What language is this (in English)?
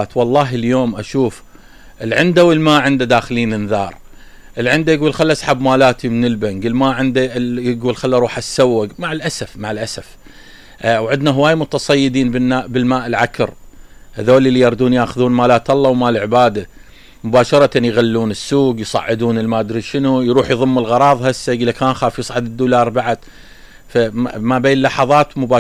Mesopotamian Arabic